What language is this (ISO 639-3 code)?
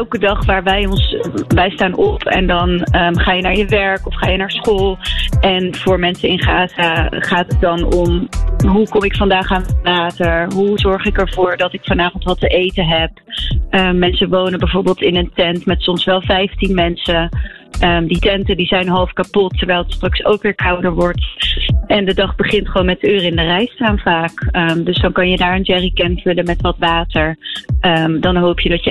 nld